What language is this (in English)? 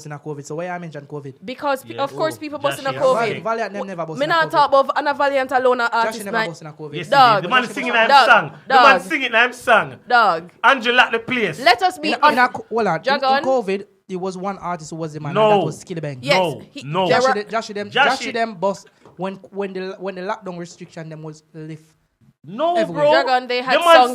Jamaican Creole English